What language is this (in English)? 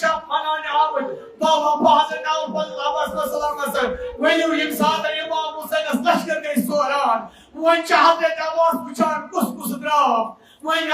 Kashmiri